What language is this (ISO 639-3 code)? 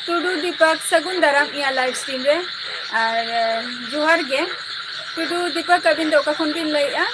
sat